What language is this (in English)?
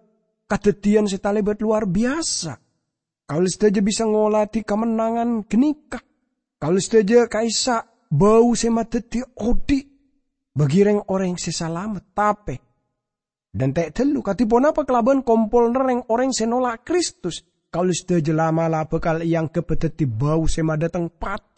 Madurese